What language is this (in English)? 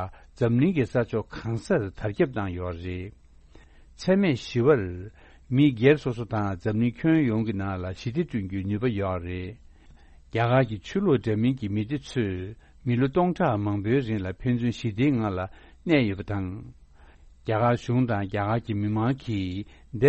Tibetan